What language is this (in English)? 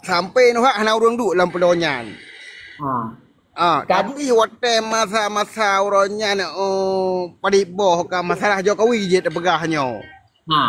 Achinese